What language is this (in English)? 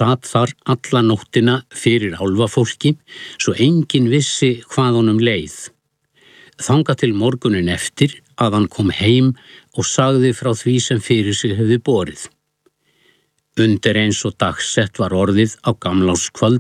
Icelandic